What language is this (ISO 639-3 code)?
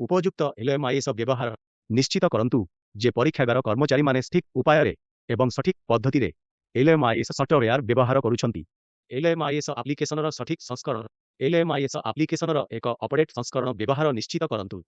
ori